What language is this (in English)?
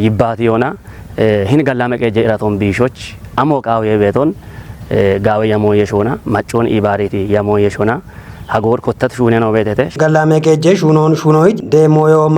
Kafa